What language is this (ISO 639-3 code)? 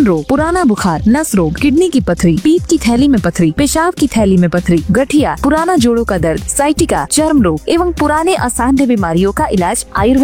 hin